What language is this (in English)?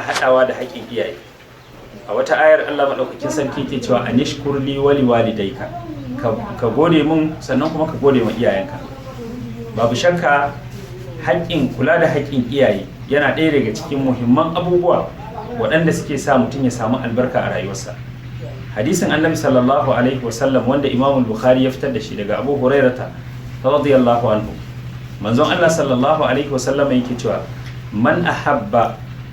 Hausa